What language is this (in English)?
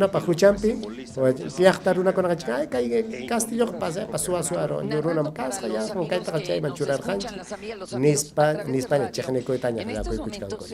Ayacucho Quechua